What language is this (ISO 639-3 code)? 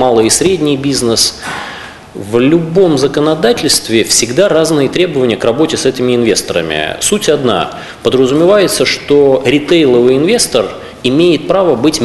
rus